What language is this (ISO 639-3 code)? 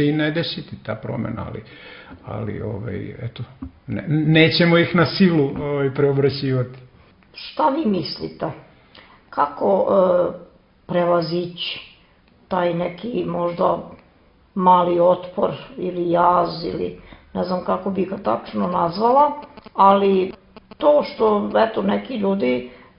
srp